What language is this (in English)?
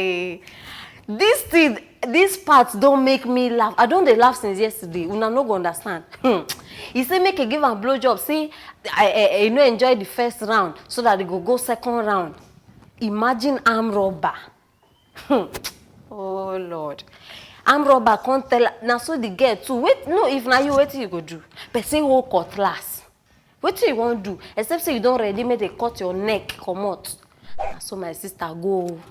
Nigerian Pidgin